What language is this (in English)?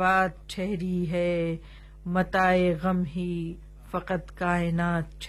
Urdu